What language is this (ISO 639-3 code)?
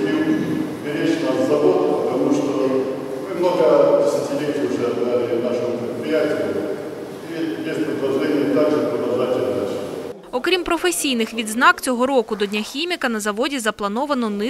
ukr